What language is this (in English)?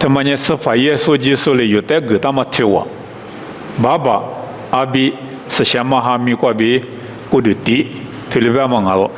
Lisu